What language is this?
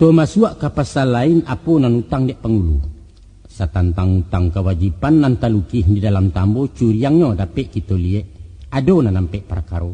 Minangkabau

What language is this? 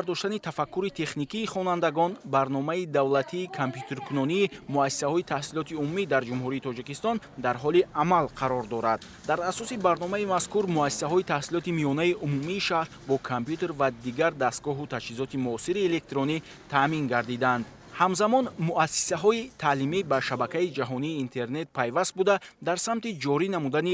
Tajik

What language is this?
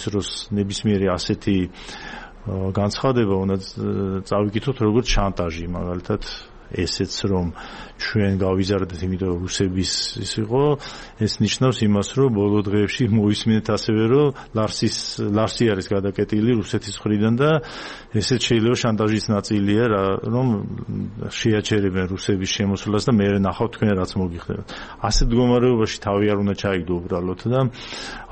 Georgian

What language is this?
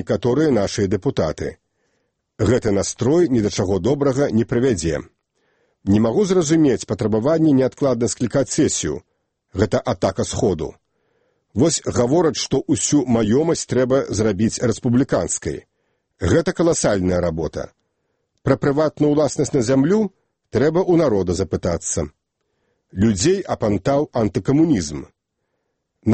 Belarusian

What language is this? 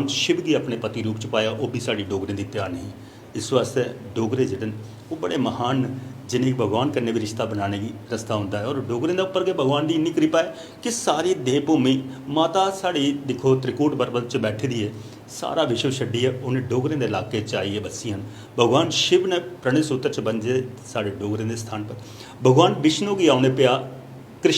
Dogri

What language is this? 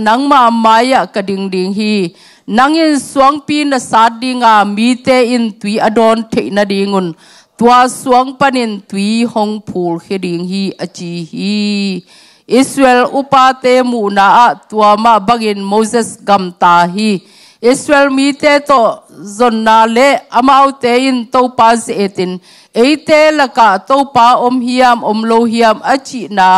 Tedim Chin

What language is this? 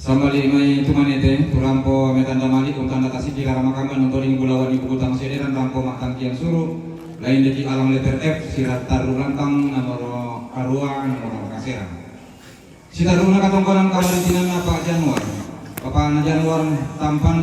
Toraja-Sa'dan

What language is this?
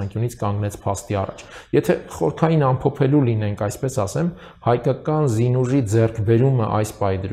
Armenian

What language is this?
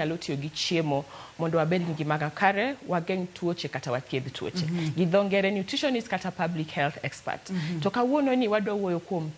Luo (Kenya and Tanzania)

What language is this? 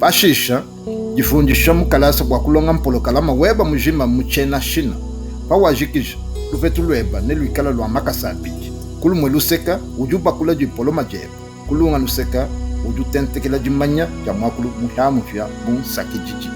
Luba-Lulua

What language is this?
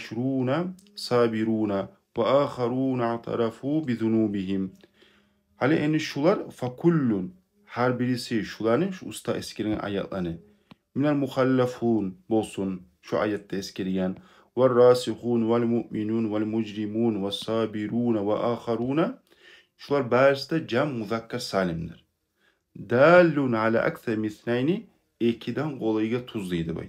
Kumyk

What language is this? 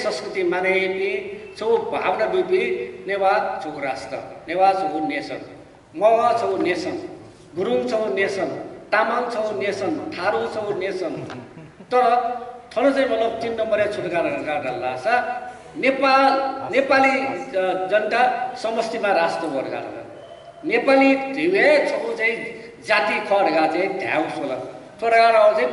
Newari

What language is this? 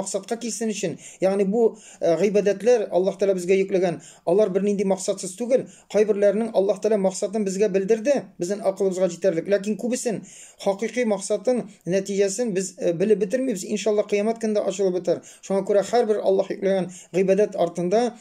Tatar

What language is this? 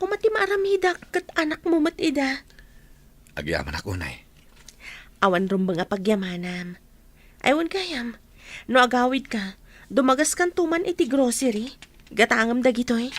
Iloko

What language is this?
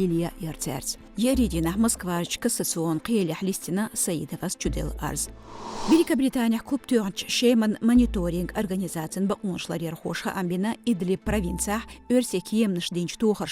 Chechen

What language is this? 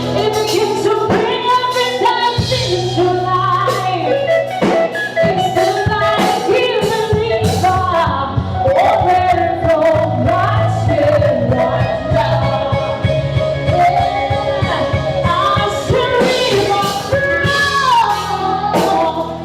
Nyanja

